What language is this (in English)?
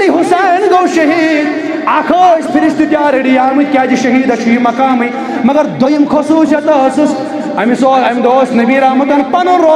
Kashmiri